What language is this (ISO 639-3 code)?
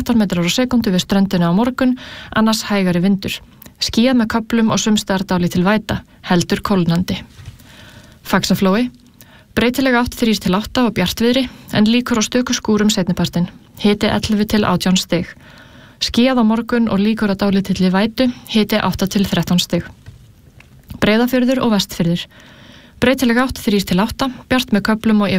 isl